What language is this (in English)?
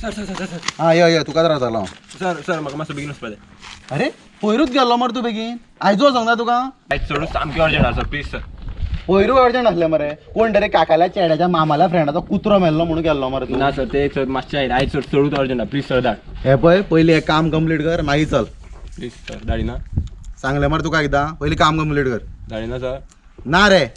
Konkani